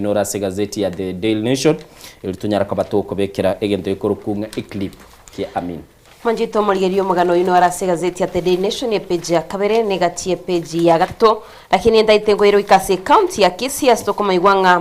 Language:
Gusii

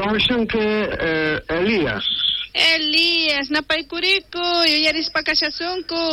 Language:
South Bolivian Quechua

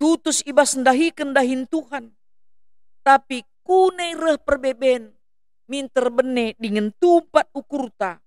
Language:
Batak Karo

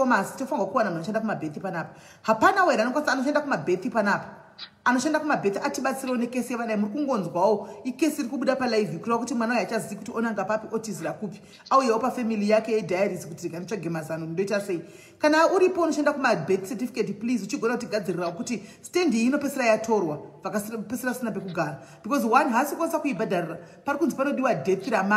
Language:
Shona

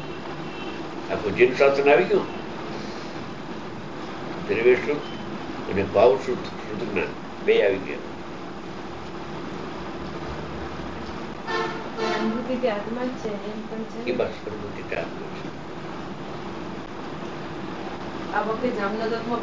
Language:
Gujarati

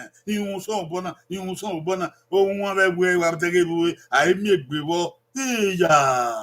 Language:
Bini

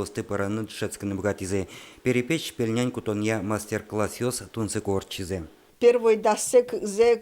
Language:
Udmurt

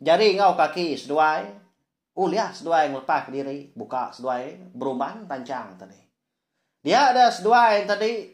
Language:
Iban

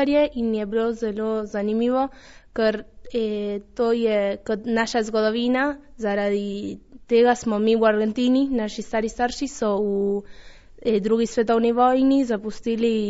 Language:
Slovenian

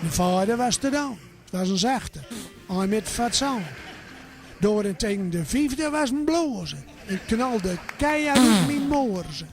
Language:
Gronings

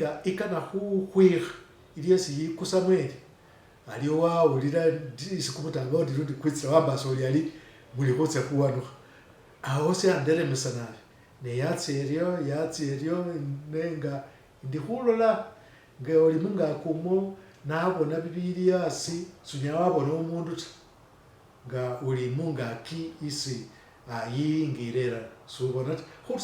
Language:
Masaaba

